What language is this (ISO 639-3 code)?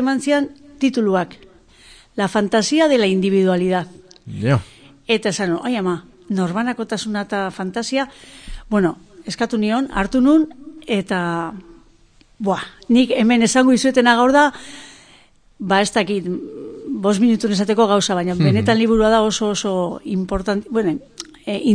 eus